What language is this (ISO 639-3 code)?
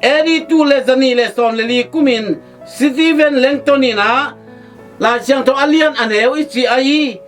ctd